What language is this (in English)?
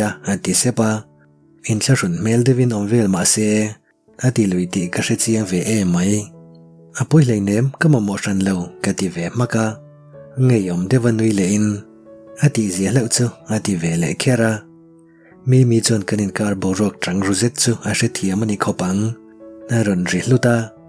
Mizo